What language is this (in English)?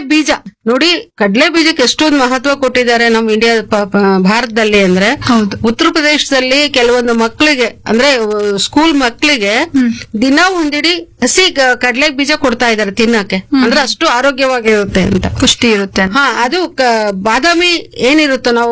Kannada